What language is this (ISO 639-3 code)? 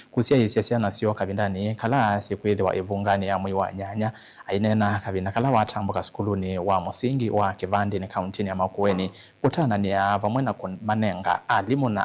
kam